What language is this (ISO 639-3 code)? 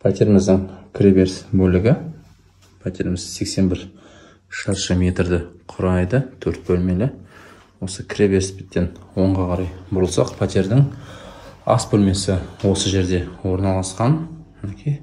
kaz